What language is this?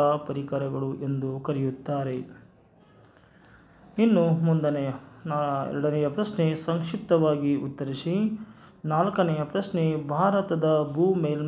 Kannada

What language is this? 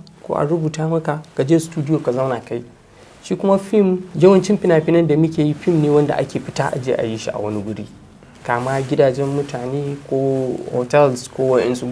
Hausa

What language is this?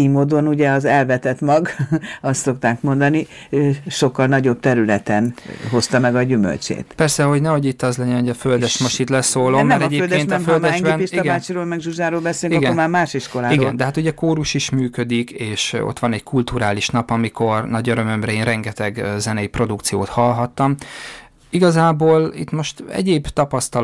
Hungarian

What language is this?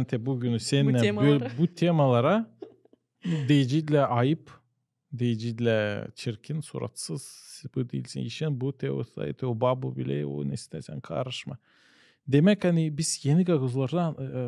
Gagauz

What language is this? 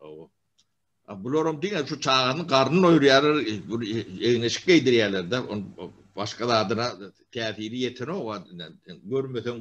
Turkmen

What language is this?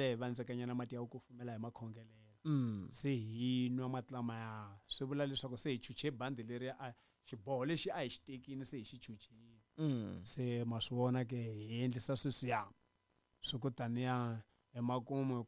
Tsonga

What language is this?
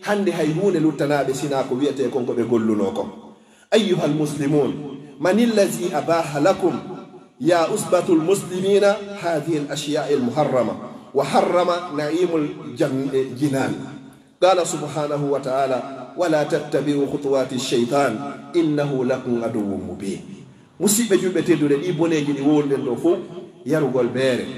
Pular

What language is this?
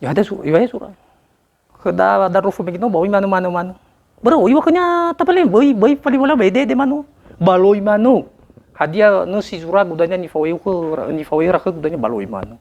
Nias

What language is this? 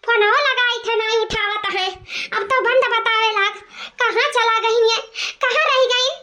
Awadhi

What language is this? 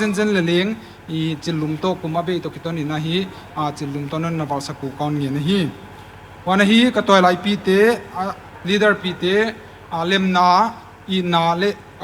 Paite Chin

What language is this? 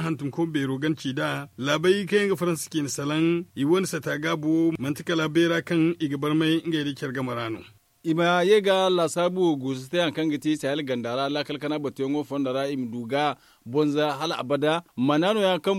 Zarma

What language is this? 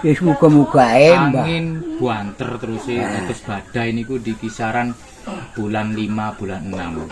Javanese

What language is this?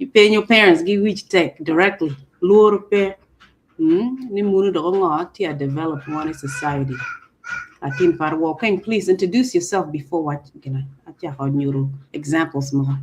Acoli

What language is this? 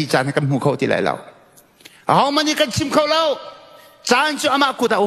Hakha Chin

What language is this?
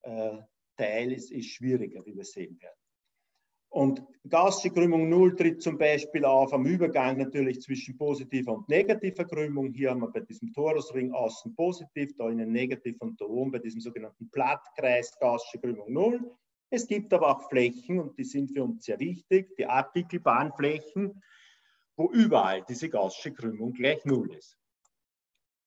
German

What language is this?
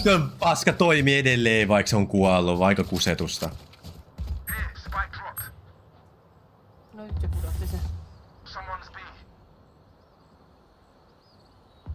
Finnish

